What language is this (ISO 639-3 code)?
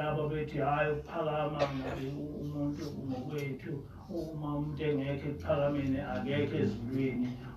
zul